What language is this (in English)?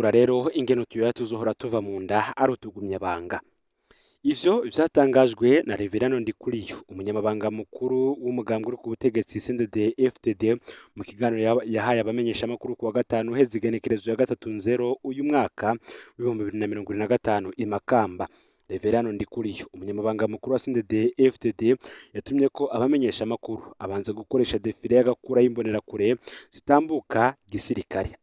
Rundi